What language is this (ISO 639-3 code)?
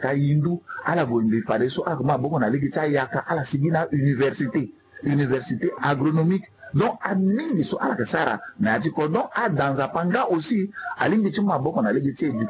sag